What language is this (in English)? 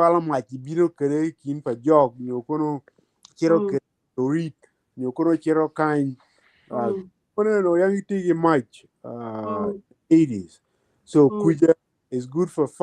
Acoli